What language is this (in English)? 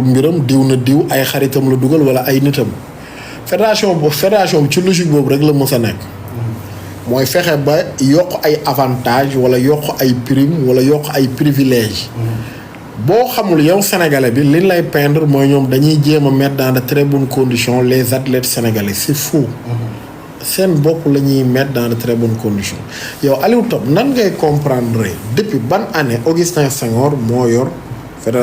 Wolof